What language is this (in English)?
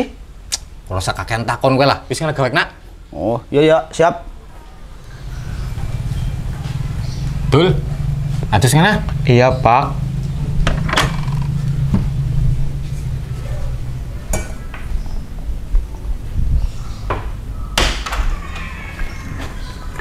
Javanese